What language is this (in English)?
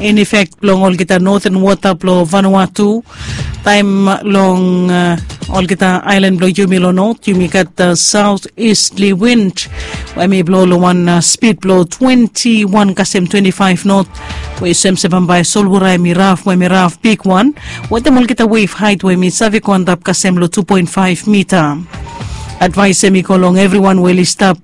Bislama